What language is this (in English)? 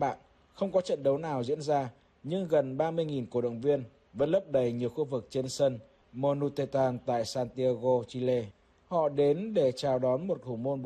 Vietnamese